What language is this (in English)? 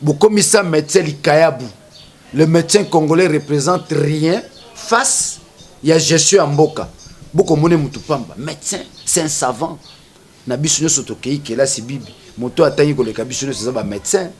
Lingala